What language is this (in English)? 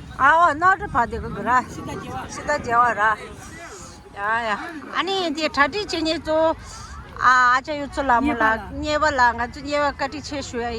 Tibetan